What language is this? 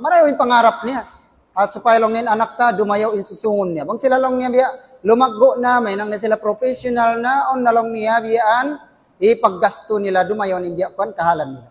Tausug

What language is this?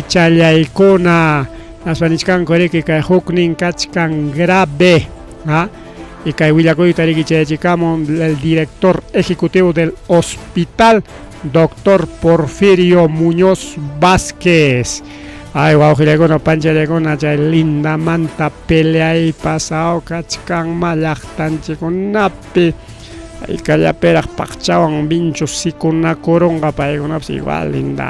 Ayacucho Quechua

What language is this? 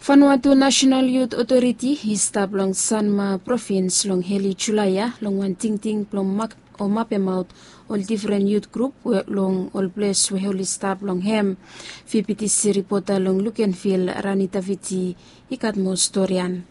Bislama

